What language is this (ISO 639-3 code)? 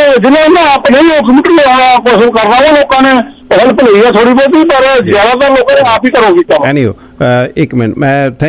pan